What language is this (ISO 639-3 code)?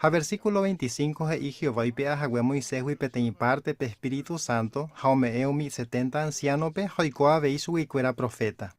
grn